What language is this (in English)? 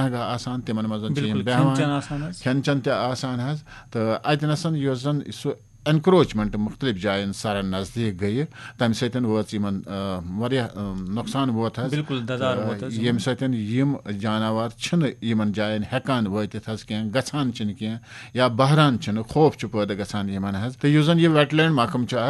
Kashmiri